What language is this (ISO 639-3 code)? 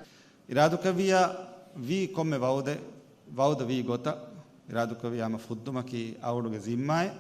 div